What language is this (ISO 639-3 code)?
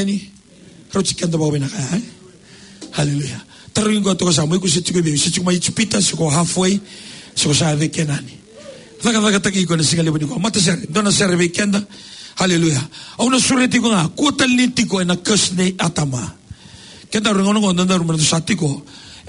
fij